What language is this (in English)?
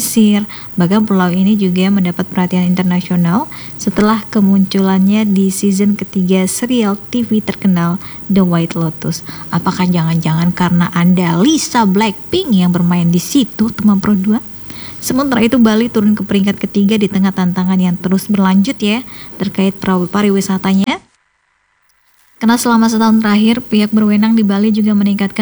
Indonesian